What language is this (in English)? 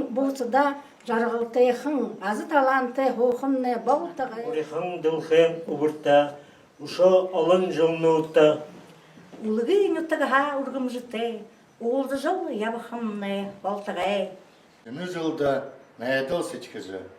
Buriat